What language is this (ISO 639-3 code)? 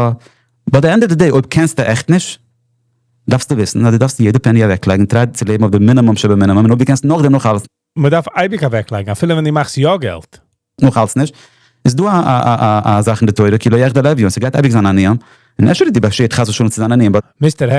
yid